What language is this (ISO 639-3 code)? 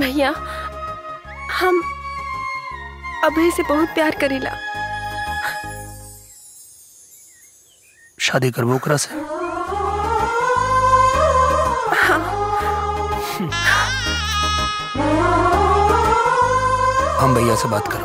bho